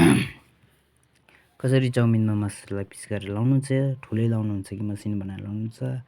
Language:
Nepali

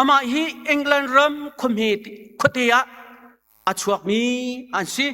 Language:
Hakha Chin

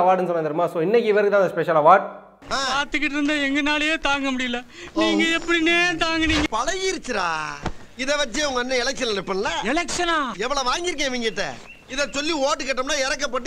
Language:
Tamil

